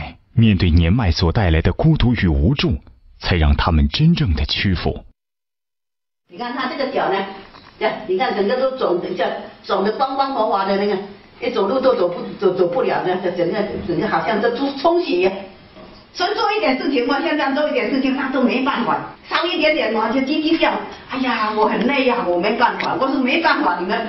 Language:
Chinese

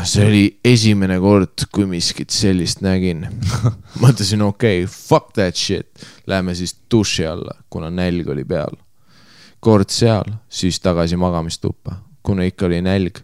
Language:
Estonian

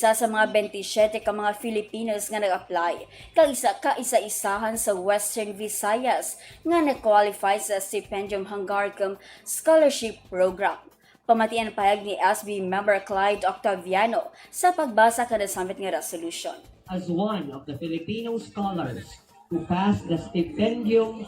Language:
Hiligaynon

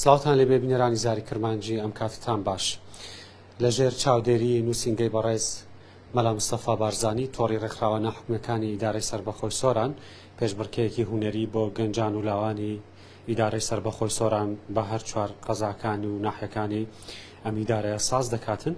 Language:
Central Kurdish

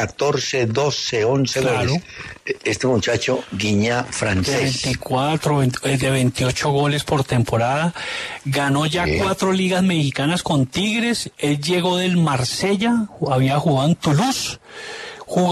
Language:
Spanish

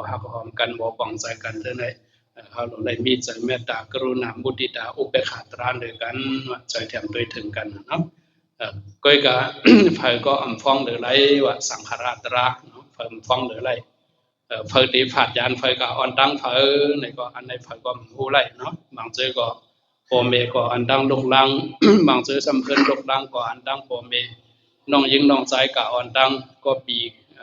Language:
Shan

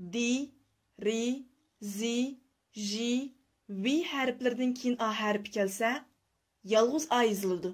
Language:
Uyghur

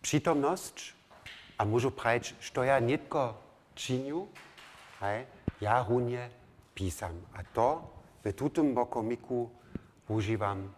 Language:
Upper Sorbian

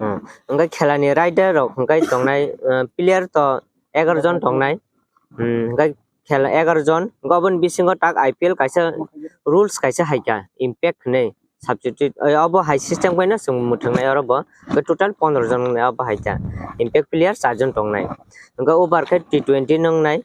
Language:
Kok Borok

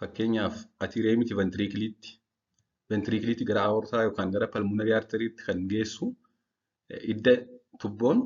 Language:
Oromo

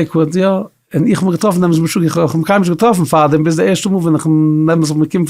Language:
Yiddish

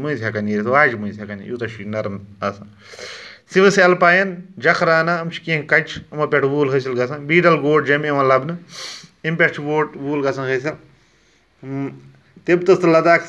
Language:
Kashmiri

